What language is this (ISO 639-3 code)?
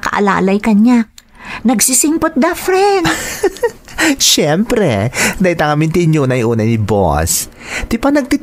ilo